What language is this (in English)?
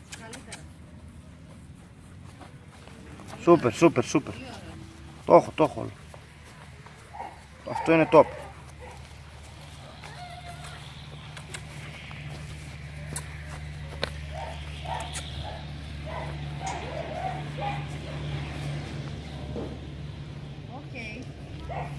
Greek